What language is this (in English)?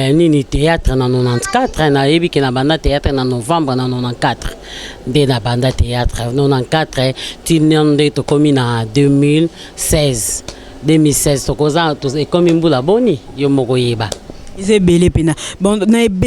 Lingala